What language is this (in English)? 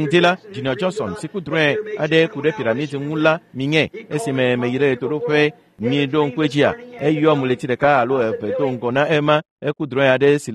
Ewe